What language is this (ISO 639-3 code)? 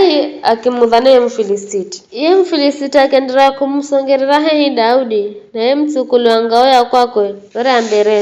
nyf